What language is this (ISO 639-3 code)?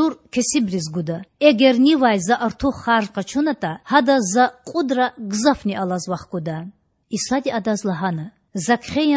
lez